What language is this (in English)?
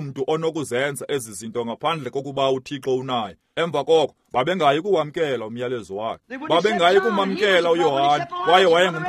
Xhosa